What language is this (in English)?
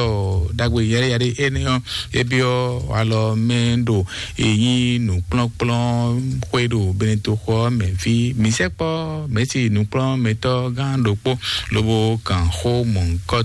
Fon